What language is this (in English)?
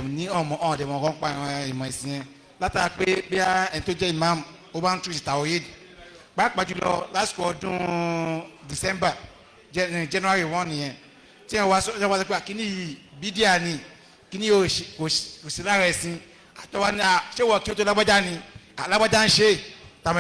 Yoruba